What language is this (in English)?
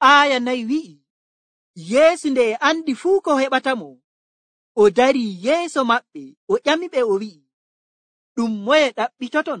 Nigerian Fulfulde